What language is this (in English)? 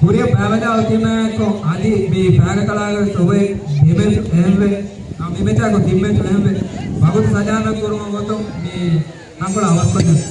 Divehi